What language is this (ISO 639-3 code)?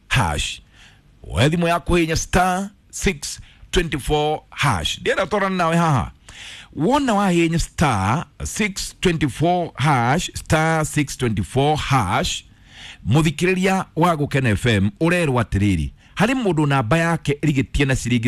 kik